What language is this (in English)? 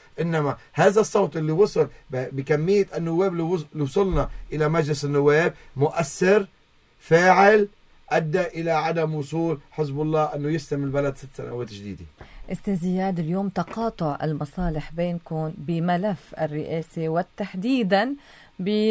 North Levantine Arabic